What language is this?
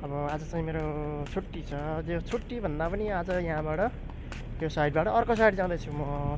Nepali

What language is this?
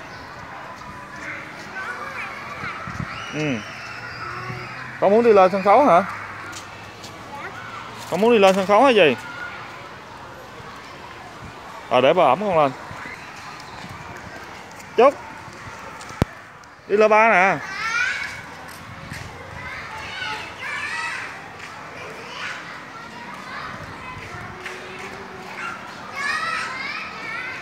Vietnamese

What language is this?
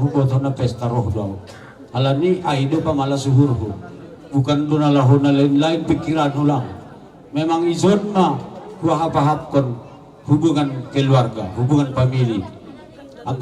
Batak Simalungun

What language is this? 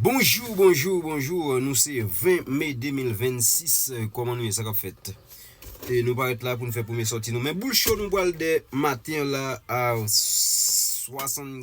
Haitian Creole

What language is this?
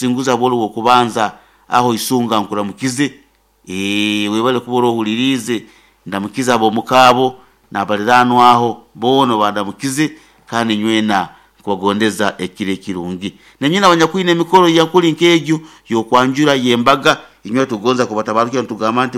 Nyoro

